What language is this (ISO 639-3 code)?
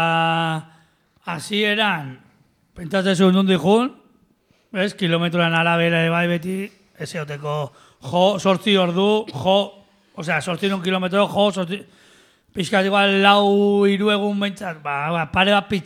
eus